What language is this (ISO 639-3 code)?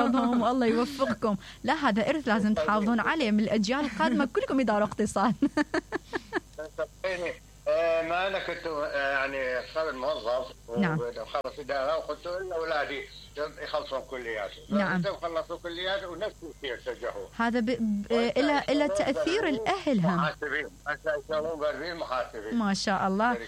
acm